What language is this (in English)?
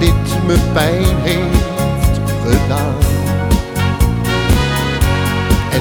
Dutch